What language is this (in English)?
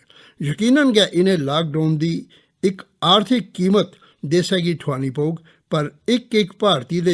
Dogri